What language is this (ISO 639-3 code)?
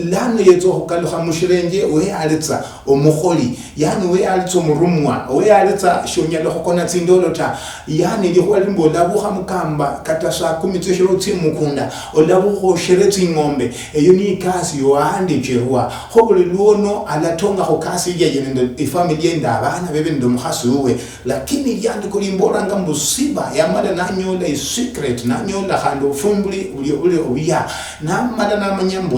luy